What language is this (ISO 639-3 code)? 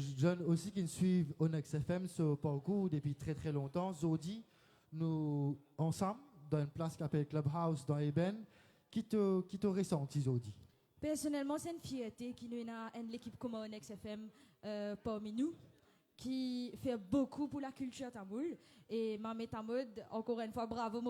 mfe